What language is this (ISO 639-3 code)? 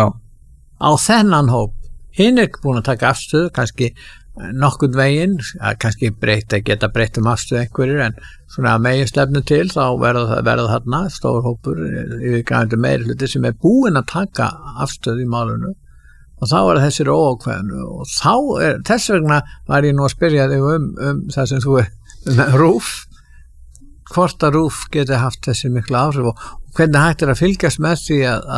isl